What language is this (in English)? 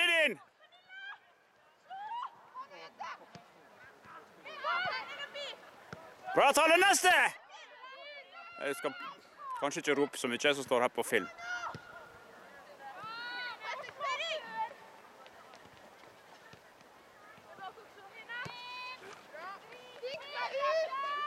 Norwegian